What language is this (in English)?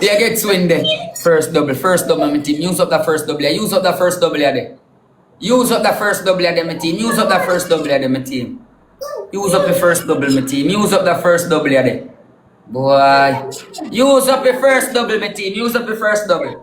Jamaican Creole English